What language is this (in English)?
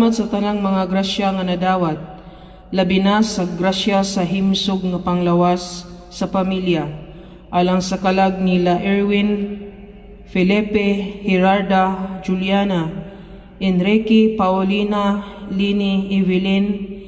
Cebuano